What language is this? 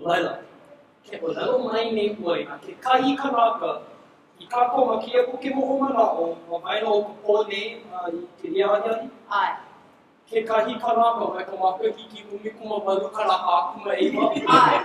Hawaiian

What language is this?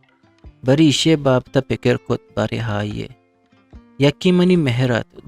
Eastern Balochi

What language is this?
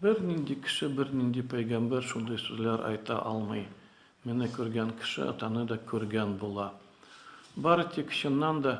Tatar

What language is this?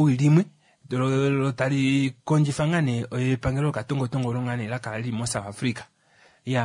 Kuanyama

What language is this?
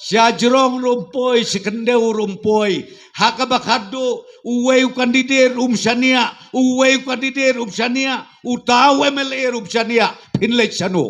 Khasi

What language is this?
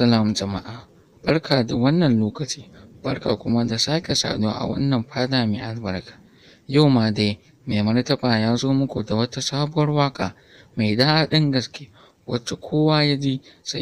Hausa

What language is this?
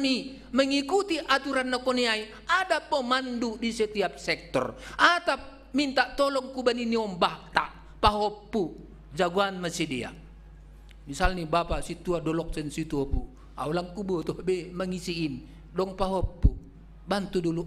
Batak Simalungun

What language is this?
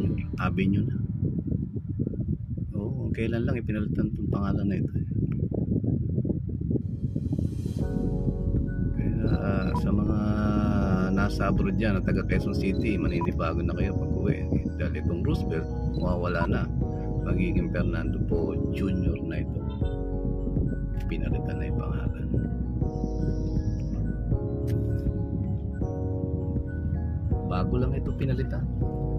Filipino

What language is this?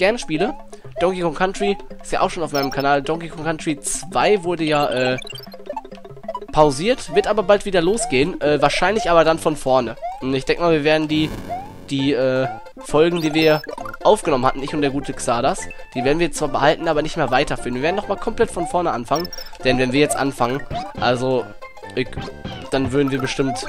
German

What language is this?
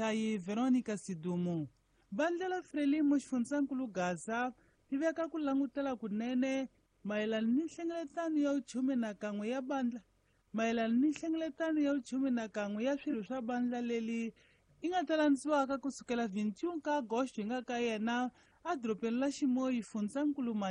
Tsonga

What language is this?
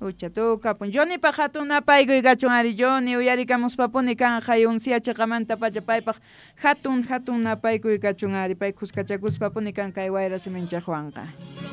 Quechua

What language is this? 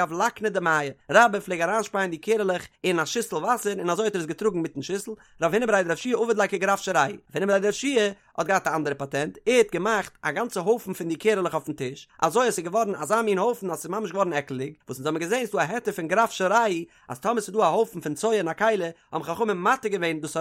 Yiddish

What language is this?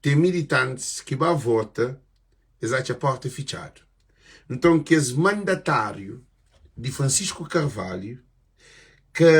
Kabuverdianu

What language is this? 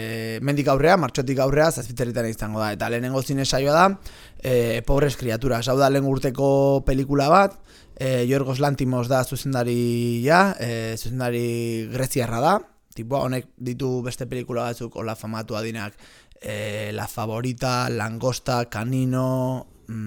Basque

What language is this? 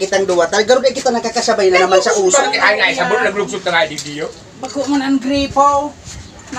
Bikol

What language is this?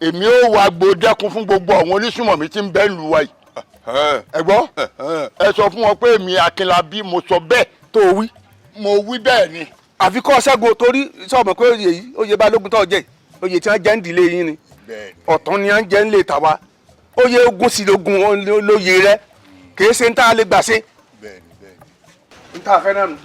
Yoruba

